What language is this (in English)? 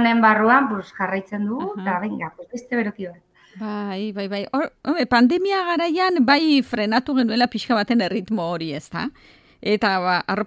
Basque